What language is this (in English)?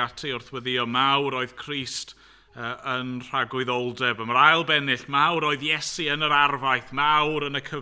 Welsh